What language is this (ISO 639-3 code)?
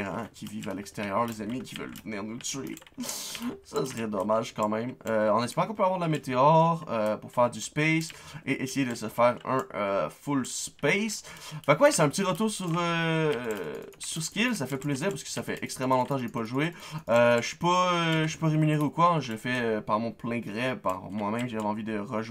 fra